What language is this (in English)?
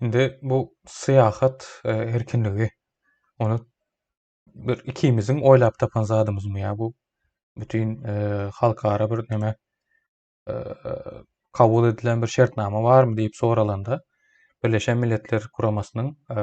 Turkmen